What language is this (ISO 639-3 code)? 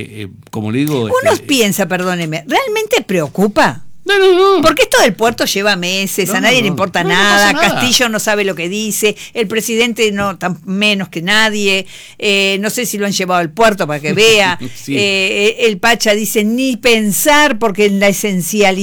spa